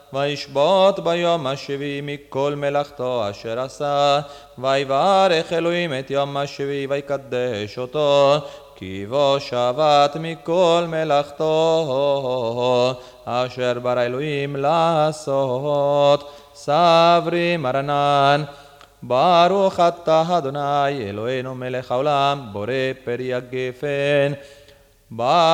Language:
Hebrew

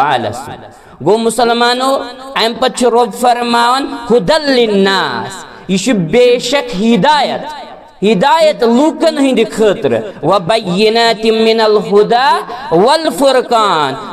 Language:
Kashmiri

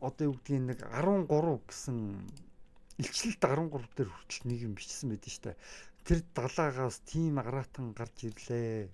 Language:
Mongolian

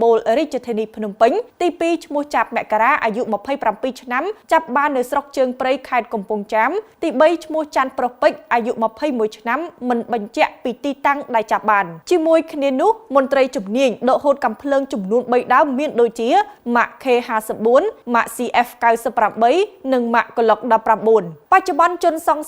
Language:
Khmer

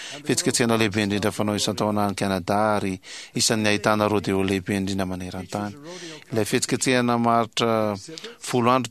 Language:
Malagasy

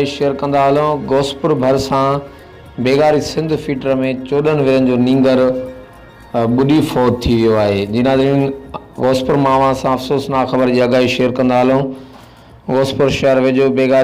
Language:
Sindhi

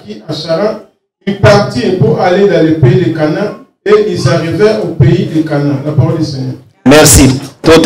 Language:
French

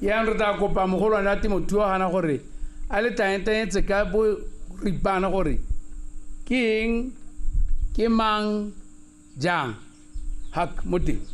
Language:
Tswana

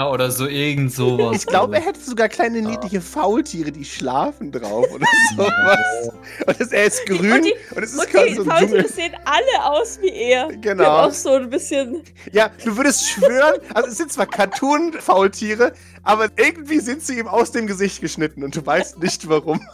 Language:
German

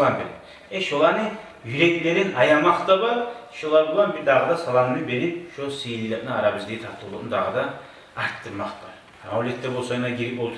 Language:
Kumyk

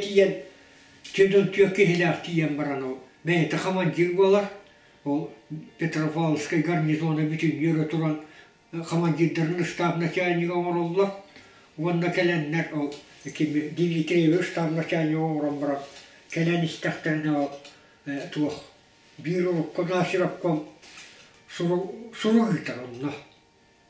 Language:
Yakut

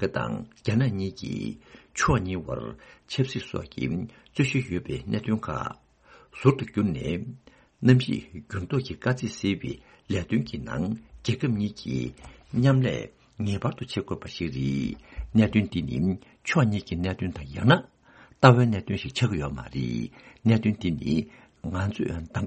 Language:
Tibetan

